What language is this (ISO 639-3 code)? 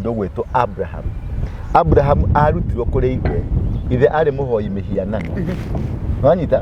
kik